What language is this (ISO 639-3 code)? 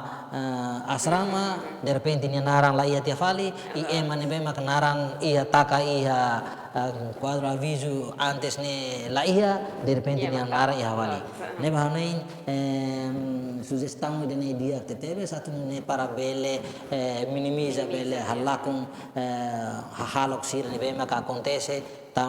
tet